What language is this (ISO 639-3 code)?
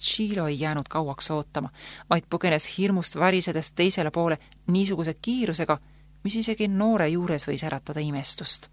est